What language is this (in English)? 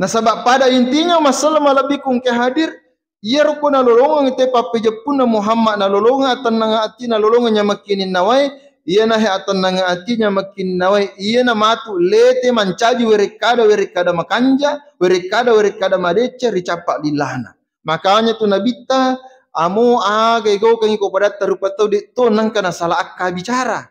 Buginese